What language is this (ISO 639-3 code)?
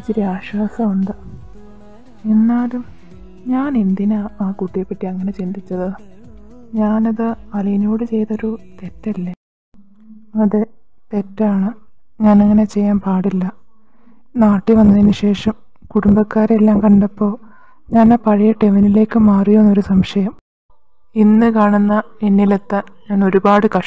mal